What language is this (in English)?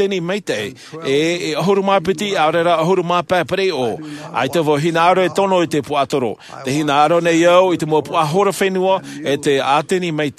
Tahitian